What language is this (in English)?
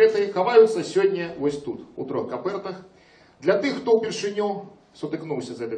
Belarusian